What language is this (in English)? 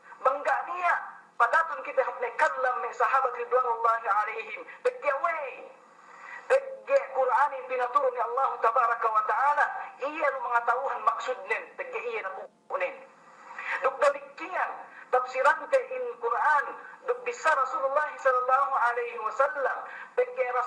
Yakan